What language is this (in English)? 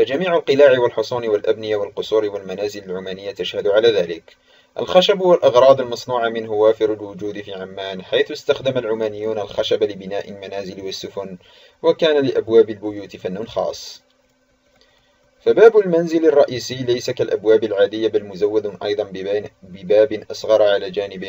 Arabic